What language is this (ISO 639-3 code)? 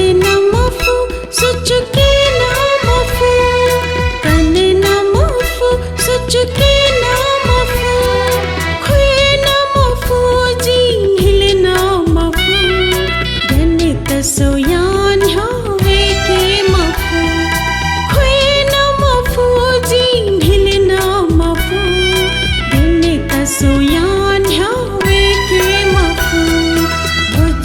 new